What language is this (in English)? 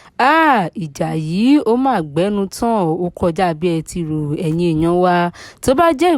Yoruba